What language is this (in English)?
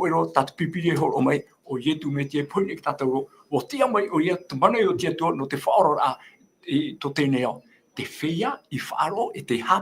Tahitian